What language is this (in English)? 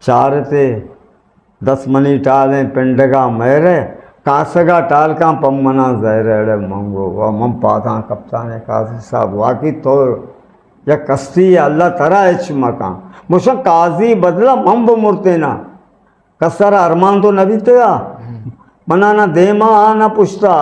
Eastern Balochi